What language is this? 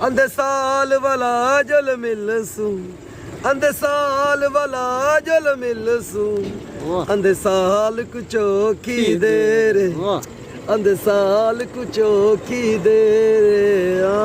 Saraiki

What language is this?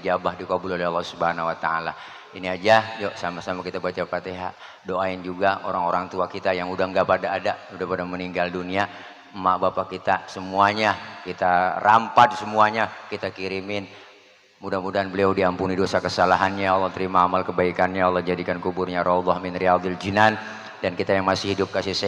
Betawi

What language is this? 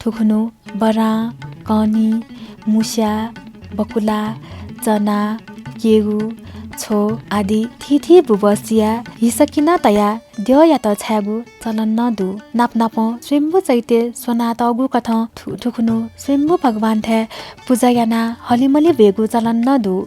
Newari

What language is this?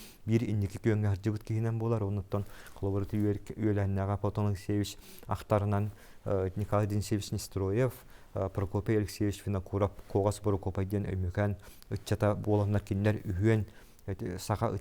Yakut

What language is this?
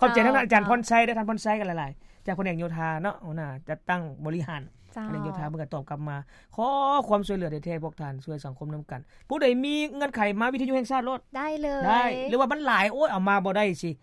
Lao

